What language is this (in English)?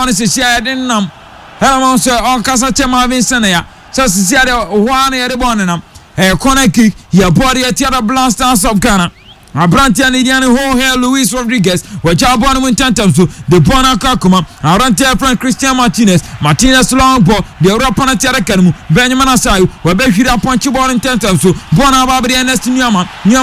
Akan